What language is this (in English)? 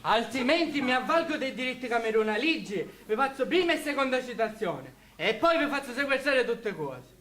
Sicilian